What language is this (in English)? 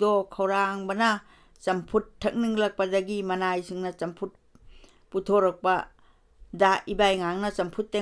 Manipuri